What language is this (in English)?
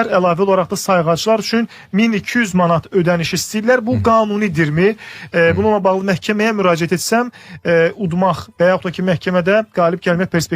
Azerbaijani